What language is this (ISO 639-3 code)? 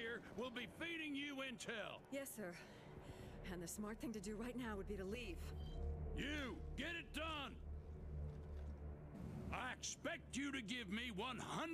eng